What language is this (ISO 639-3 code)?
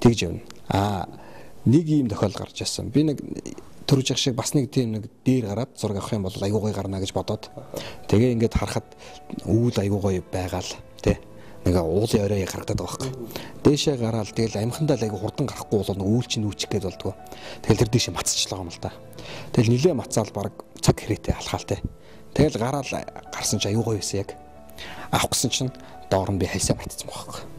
mon